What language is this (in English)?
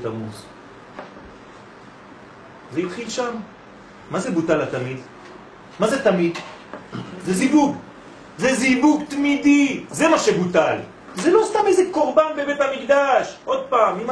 Hebrew